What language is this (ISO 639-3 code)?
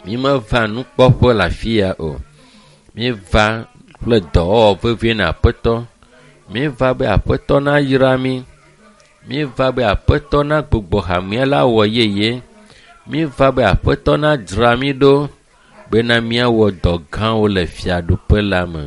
ewe